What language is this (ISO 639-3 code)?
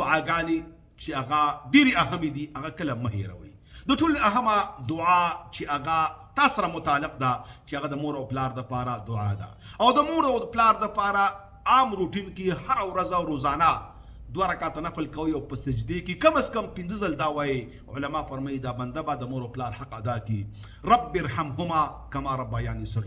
pus